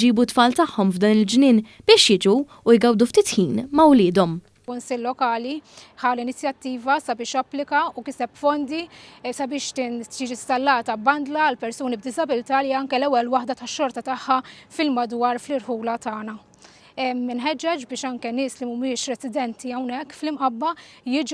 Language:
Maltese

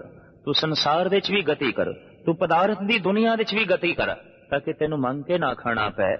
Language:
Punjabi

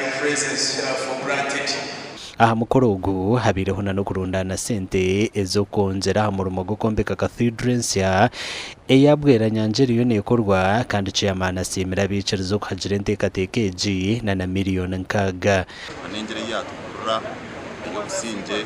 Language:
Nyankole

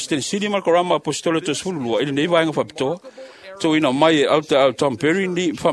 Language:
Samoan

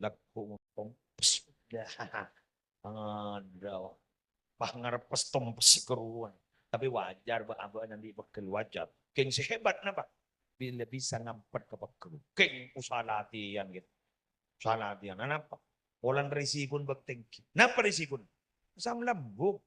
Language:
Madurese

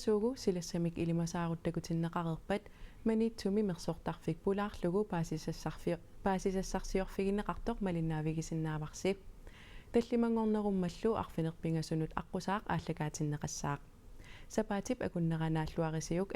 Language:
Kalaallisut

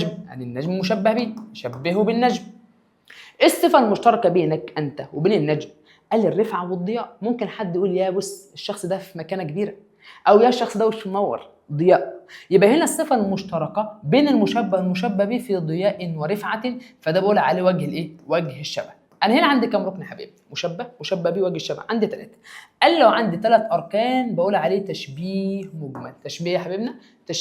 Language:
Egyptian Arabic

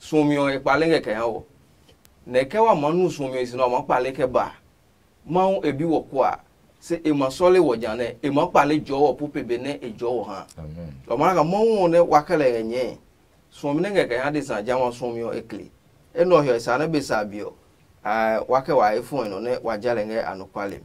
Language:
Adangme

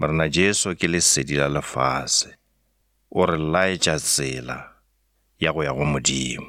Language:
Northern Sotho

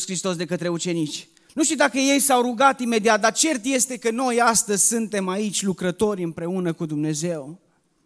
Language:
Romanian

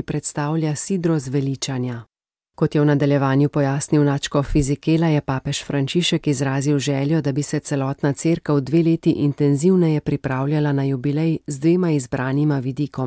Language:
Slovenian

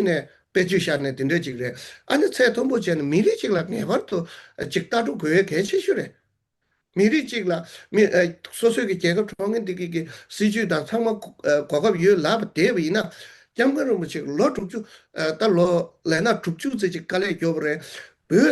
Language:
Tibetan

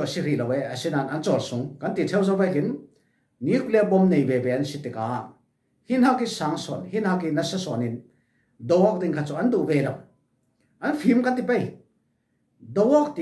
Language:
Falam Chin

